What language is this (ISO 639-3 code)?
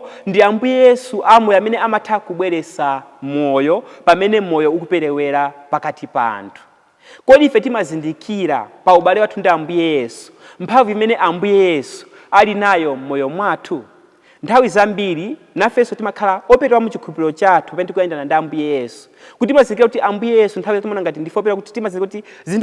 nya